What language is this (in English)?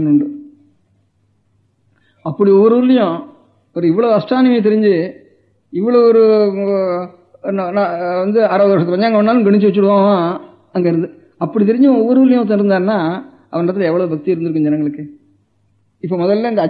Tamil